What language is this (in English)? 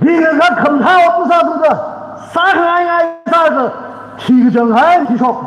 Tangkhul Naga (India)